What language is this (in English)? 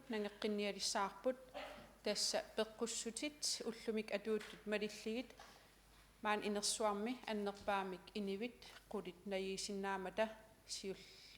Kalaallisut